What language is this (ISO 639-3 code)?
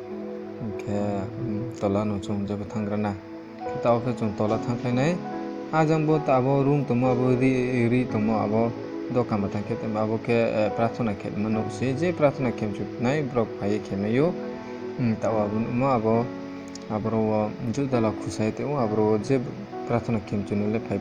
ria